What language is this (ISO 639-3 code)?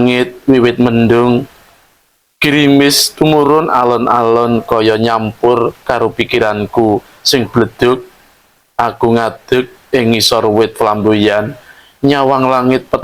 jav